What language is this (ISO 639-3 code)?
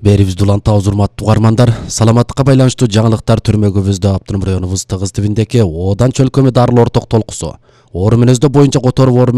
kir